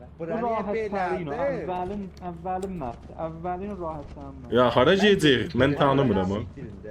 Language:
South Azerbaijani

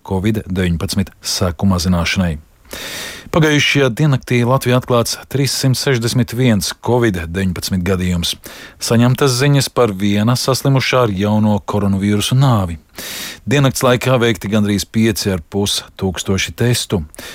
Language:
Latvian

